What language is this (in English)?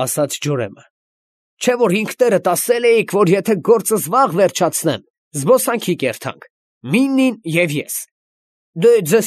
Armenian